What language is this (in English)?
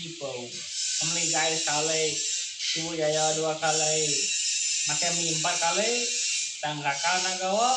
Iban